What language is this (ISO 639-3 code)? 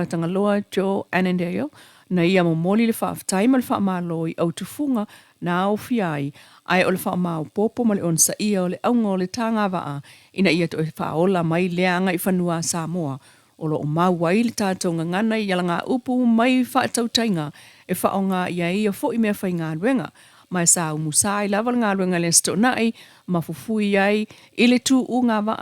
smo